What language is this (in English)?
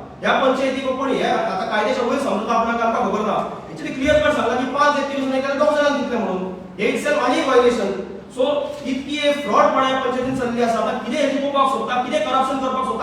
Konkani